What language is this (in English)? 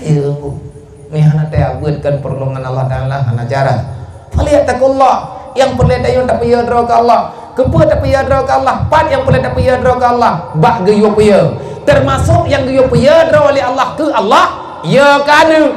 Achinese